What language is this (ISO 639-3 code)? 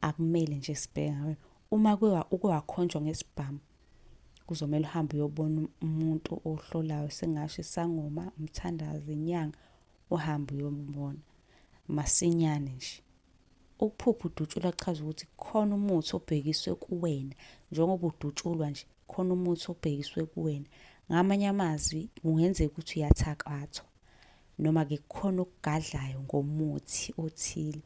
zul